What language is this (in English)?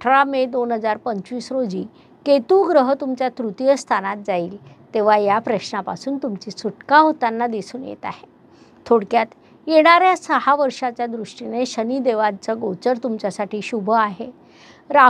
Marathi